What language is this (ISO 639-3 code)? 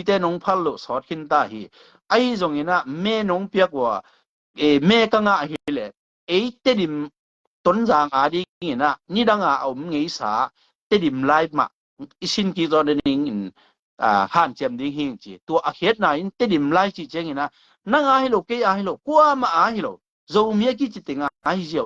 ctd